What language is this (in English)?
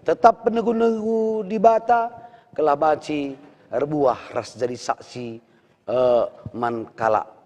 Batak Karo